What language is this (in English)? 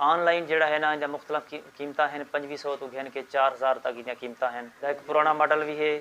Saraiki